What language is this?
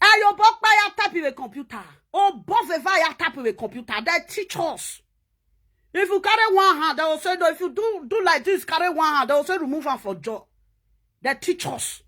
Nigerian Pidgin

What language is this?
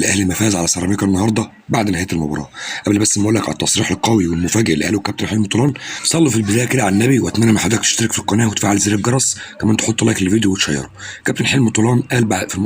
Egyptian Arabic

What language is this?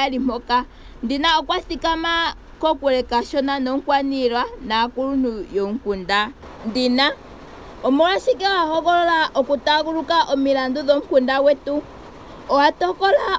Ndonga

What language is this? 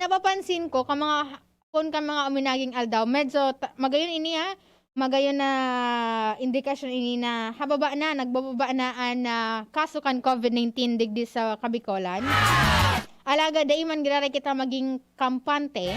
Bikol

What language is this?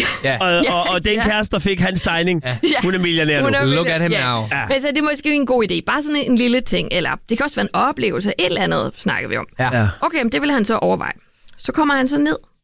Danish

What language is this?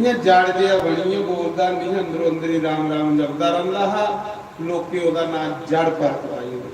Dogri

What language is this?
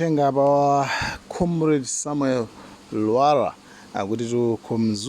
Nyanja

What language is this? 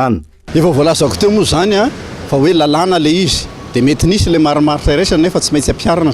Malagasy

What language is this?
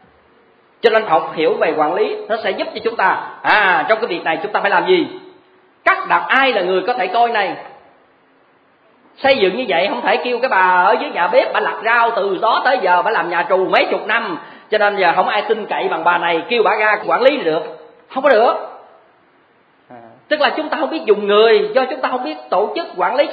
Vietnamese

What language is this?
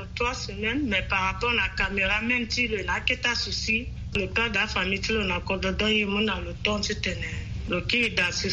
Sango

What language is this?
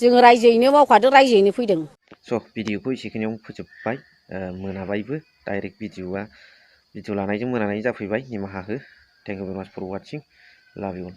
Bodo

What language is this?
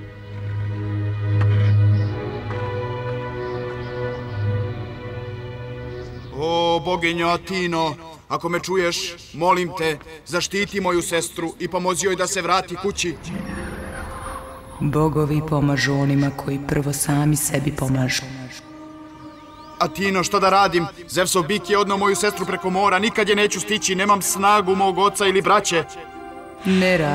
Serbian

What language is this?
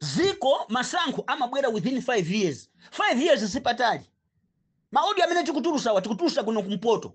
Nyanja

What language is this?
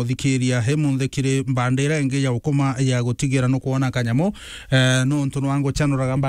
Meru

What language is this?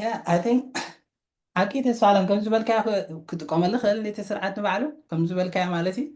Tigrinya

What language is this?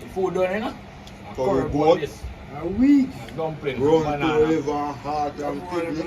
Jamaican Creole English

